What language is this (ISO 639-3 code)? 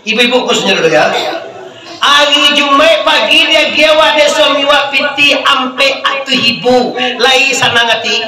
min